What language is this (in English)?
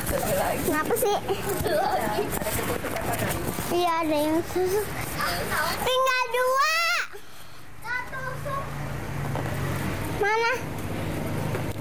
Indonesian